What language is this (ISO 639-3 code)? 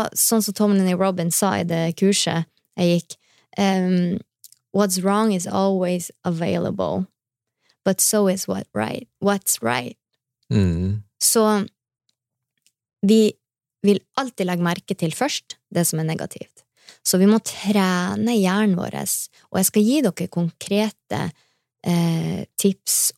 nor